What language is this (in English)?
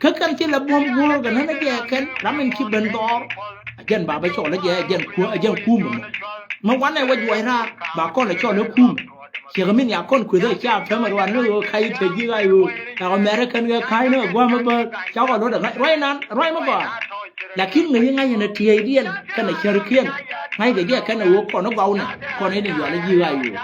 Nuer